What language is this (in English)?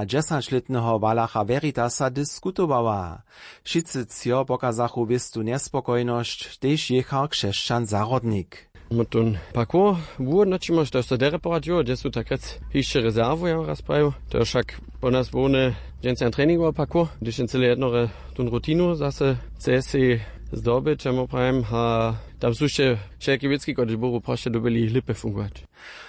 Upper Sorbian